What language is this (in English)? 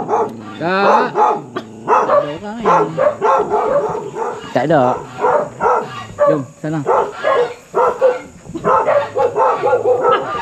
Malay